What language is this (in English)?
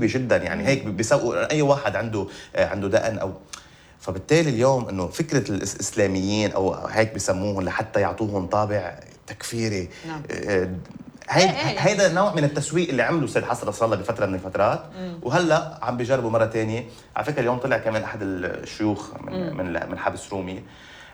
North Levantine Arabic